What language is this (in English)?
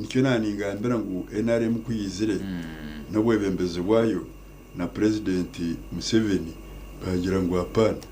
Nyankole